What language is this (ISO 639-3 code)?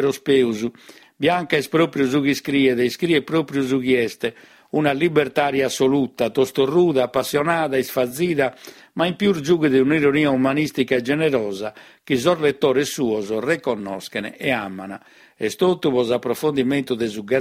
srd